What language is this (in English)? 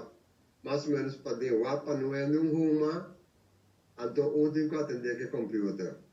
Papiamento